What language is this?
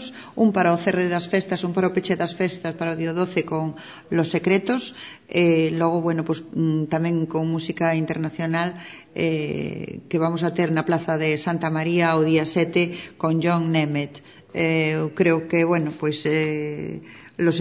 Galician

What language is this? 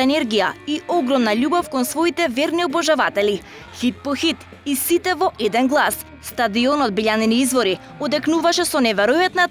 Macedonian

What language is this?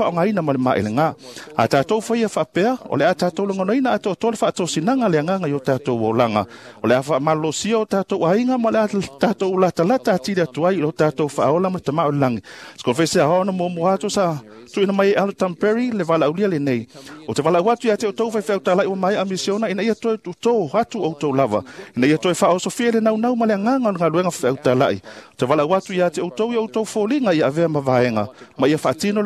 Samoan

